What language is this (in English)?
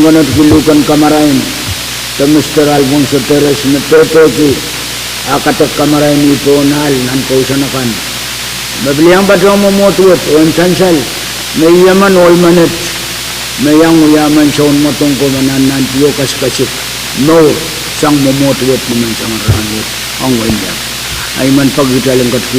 Pohnpeian